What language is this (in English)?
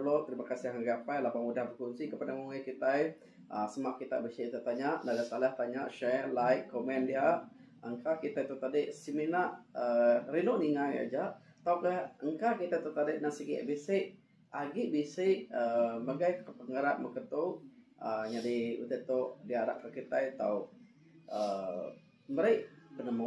Iban